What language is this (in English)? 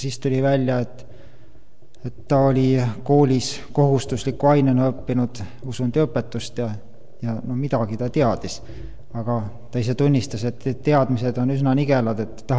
Estonian